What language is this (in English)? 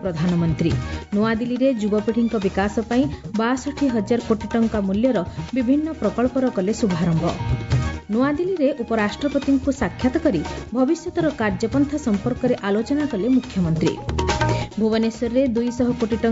Odia